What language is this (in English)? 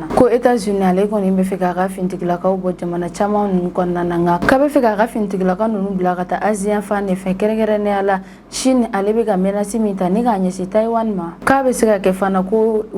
Bambara